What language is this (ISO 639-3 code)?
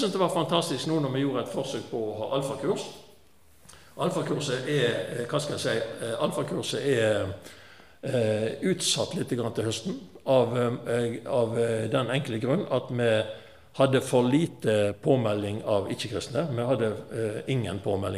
nor